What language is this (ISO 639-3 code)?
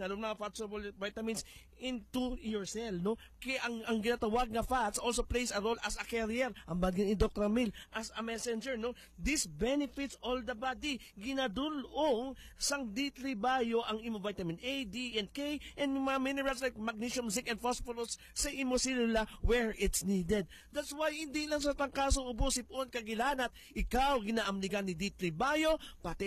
hil